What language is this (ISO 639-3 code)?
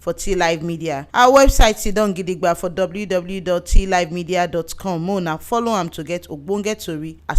pcm